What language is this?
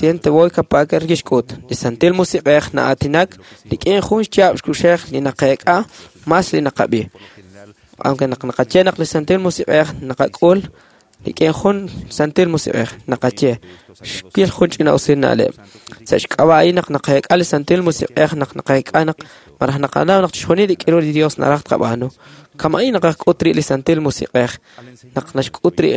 Kekchí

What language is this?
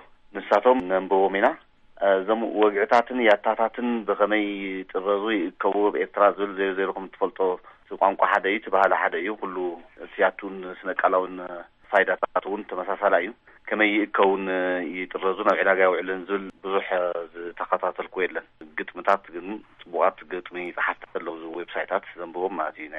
Tigrinya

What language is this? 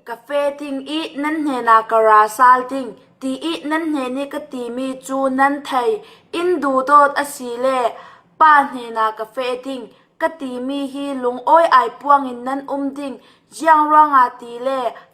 Falam Chin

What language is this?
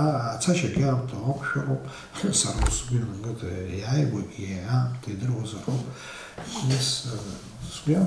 Abkhazian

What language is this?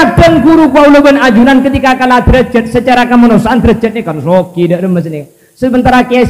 Madurese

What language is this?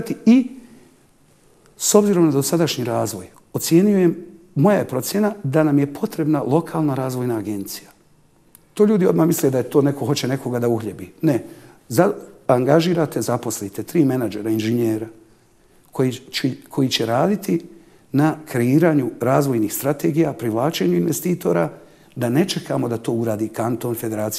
Bosnian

